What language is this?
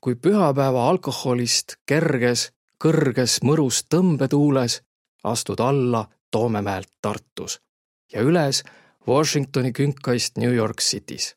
Estonian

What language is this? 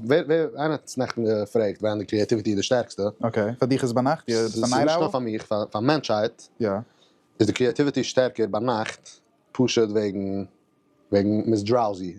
Yiddish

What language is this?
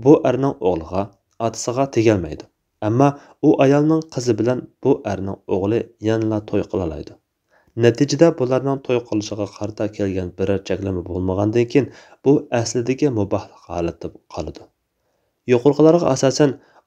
Uyghur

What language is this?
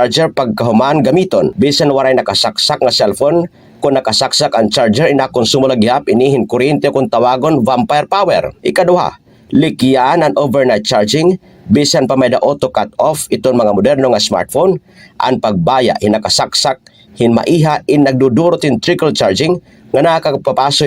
Waray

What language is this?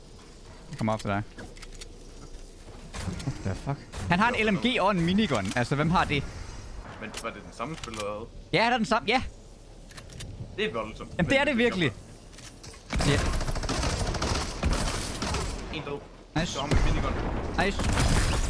Danish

